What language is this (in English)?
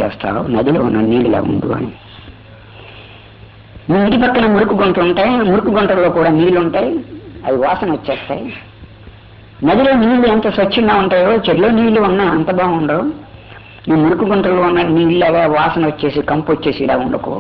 Telugu